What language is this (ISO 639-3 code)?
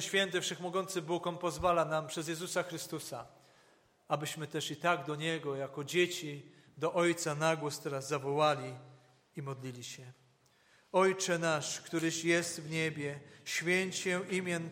pol